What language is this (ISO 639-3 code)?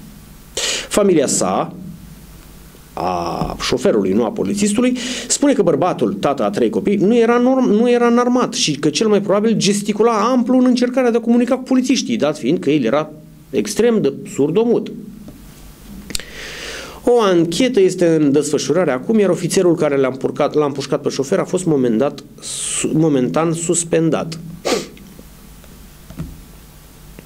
ron